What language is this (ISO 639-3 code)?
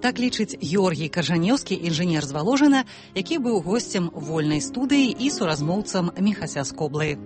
bel